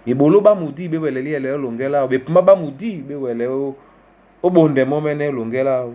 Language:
Duala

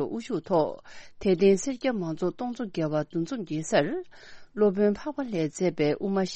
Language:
Tibetan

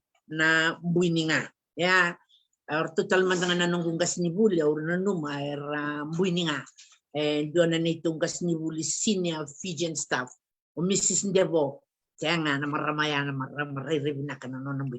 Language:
Fijian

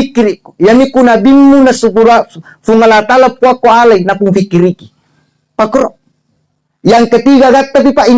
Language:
Buginese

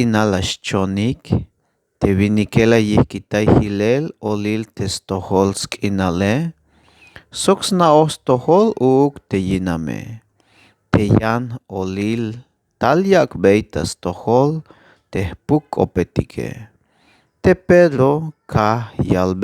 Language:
Tzeltal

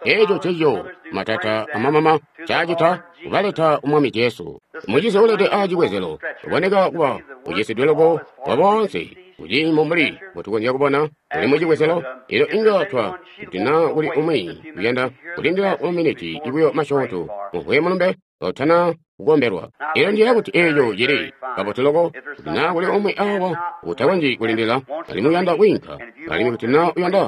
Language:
Tonga (Zambia)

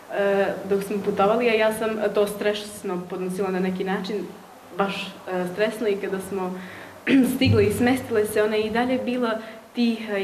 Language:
Bosnian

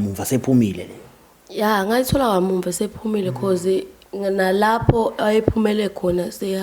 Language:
Zulu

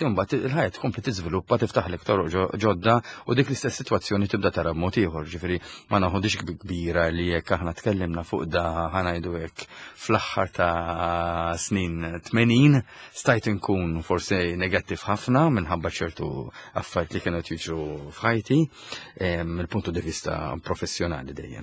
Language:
Maltese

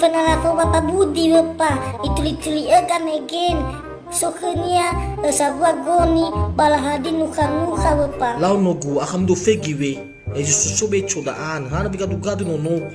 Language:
Nias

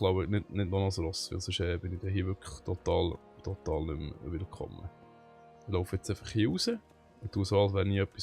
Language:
Swiss German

